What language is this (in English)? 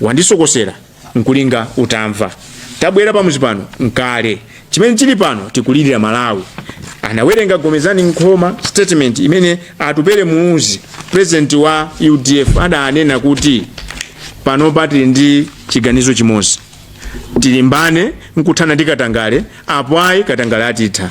Nyanja